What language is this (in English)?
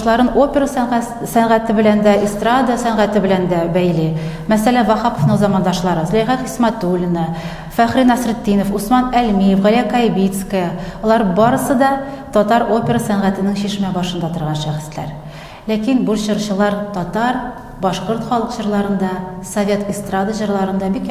Tatar